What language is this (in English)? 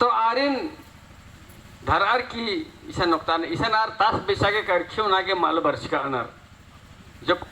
Kurukh